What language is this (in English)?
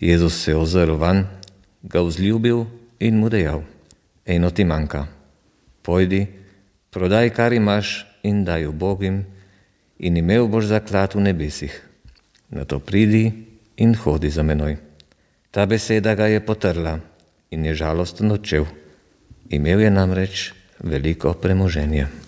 Slovenian